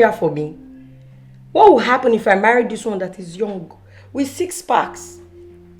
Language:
Nigerian Pidgin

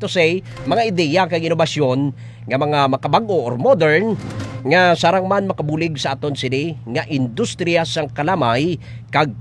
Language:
Hiligaynon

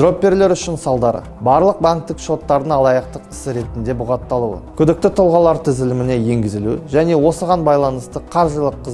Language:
Kazakh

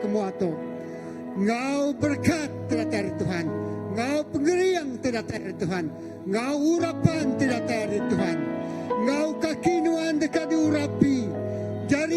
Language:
Iban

